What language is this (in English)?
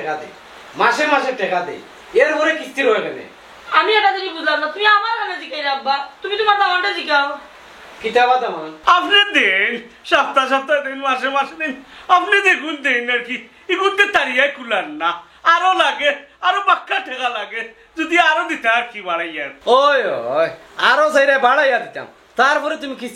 Sylheti